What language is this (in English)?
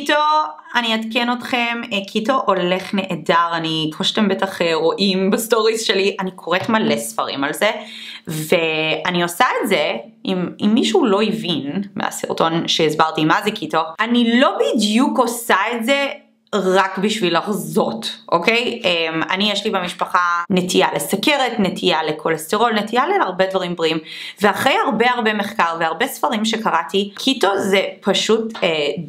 Hebrew